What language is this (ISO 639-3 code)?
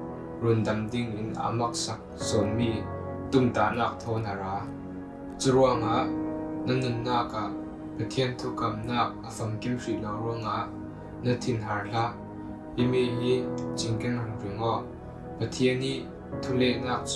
cfm